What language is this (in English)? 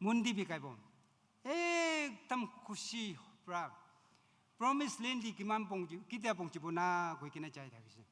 Naga Pidgin